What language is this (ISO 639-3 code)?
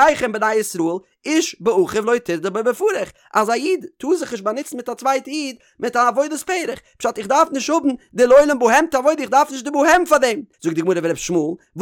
yid